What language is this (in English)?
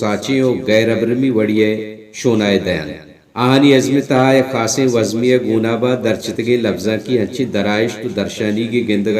Baluchi